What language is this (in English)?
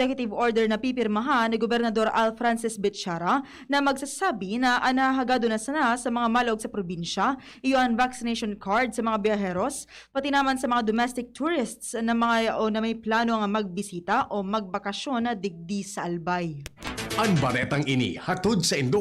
Bikol